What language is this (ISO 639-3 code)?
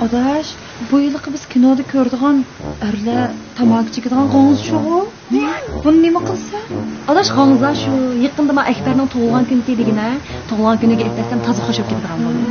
uig